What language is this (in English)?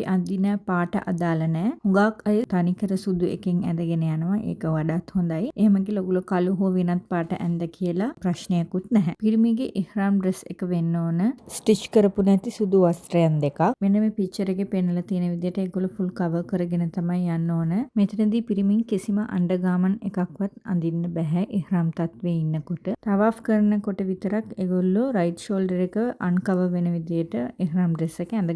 Sinhala